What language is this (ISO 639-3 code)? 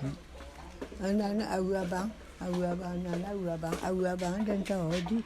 bum